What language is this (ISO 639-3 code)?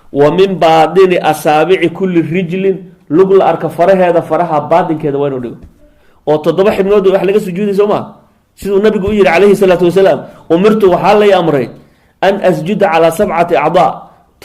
som